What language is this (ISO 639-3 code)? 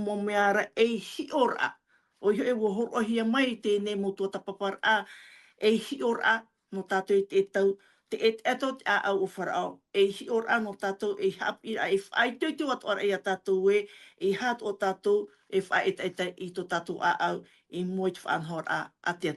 tah